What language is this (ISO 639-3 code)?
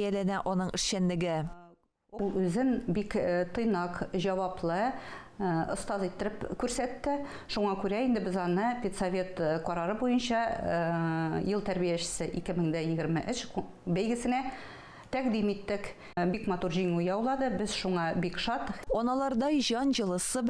tat